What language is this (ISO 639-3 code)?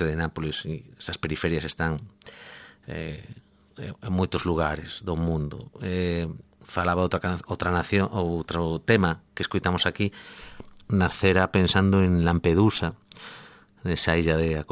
glg